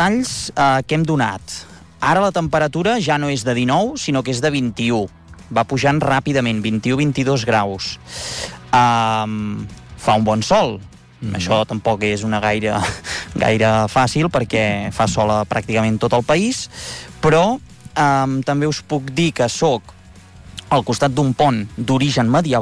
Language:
Catalan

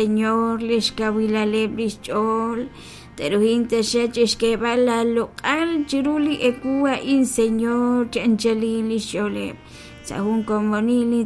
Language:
Kekchí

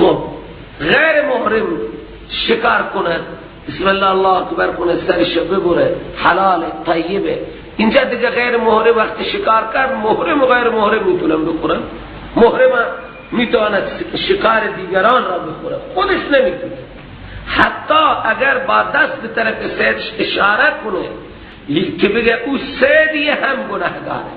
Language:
Persian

